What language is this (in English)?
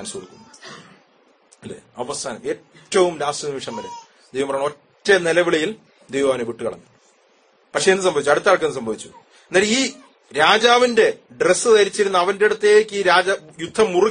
Malayalam